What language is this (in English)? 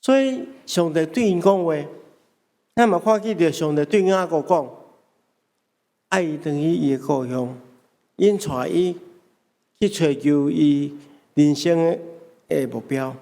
Min Nan Chinese